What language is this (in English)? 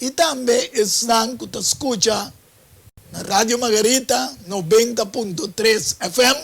Papiamento